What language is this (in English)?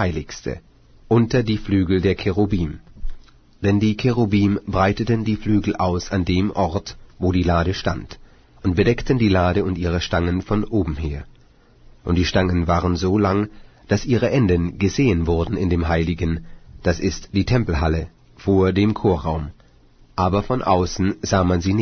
German